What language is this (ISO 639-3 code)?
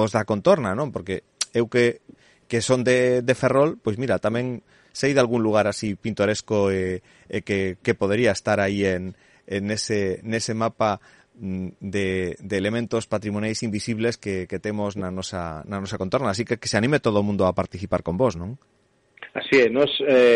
glg